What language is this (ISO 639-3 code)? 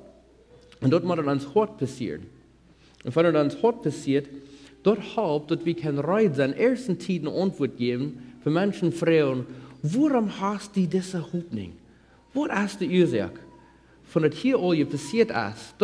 pdt